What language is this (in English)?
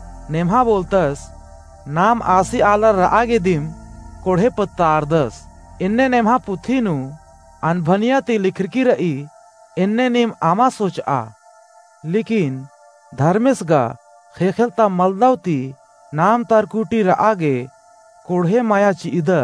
Kurukh